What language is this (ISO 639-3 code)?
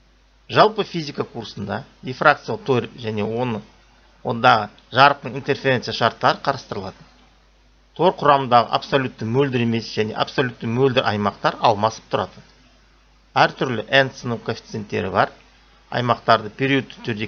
kaz